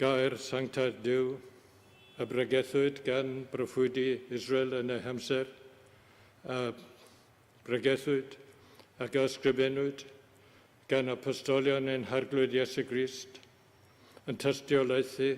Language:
Welsh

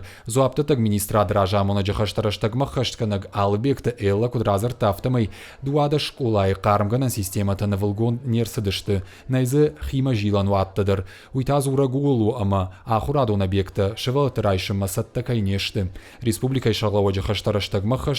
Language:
Ossetic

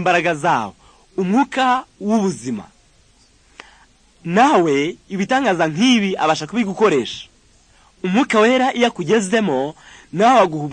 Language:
Kinyarwanda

